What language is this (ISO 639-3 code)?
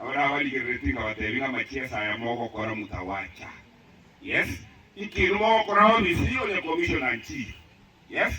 guz